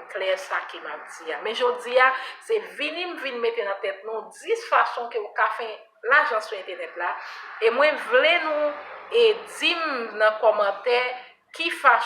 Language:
Haitian Creole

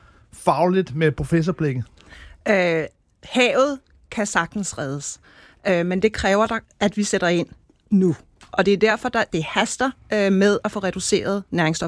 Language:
Danish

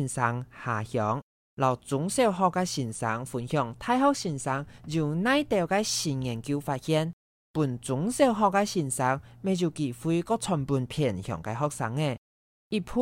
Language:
Hakka Chinese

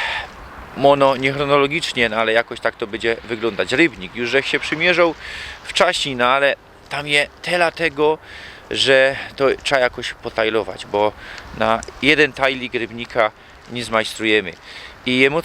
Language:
Silesian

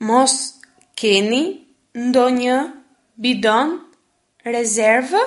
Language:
Albanian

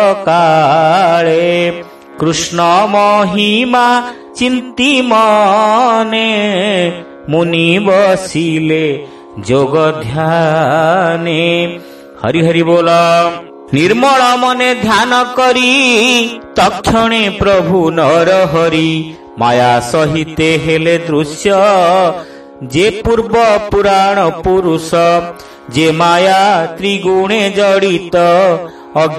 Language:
Odia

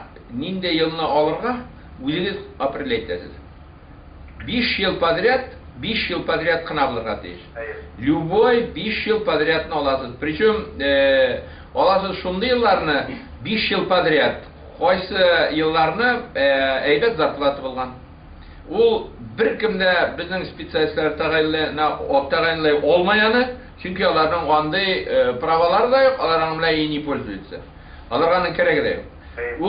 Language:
Bashkir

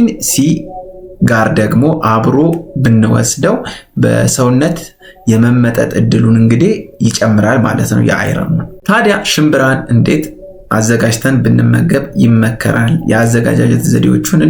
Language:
Amharic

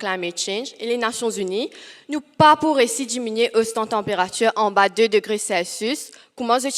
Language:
Morisyen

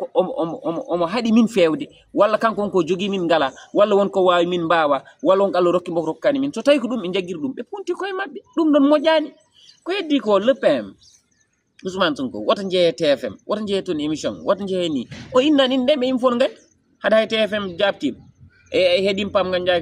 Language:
Fula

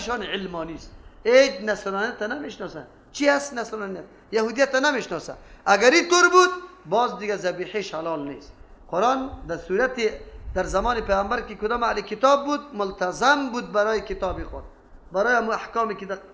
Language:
Persian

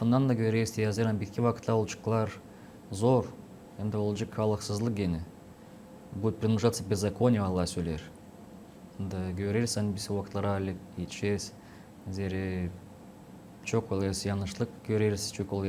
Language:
Gagauz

